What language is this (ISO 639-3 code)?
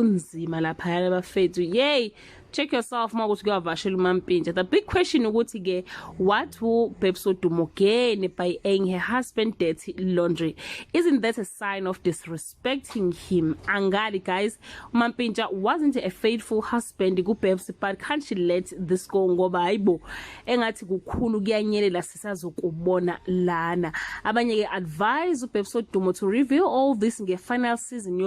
zul